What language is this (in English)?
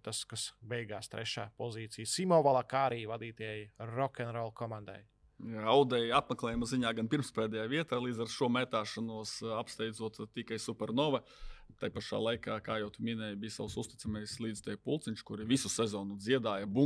Latvian